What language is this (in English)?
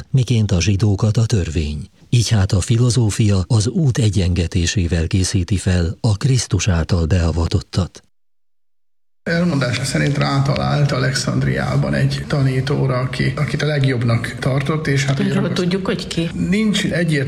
Hungarian